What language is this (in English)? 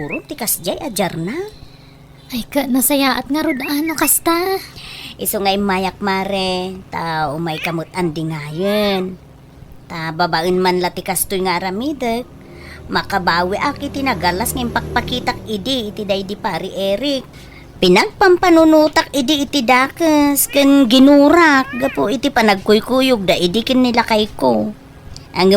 Iloko